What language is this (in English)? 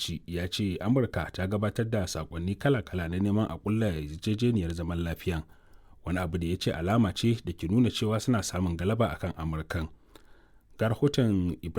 Hausa